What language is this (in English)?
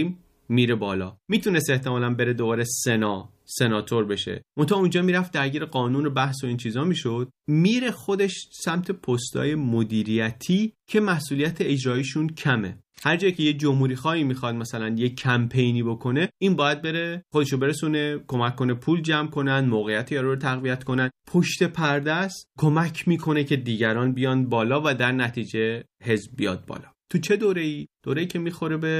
Persian